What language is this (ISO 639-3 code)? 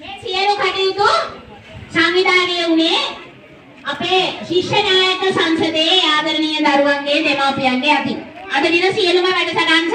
sin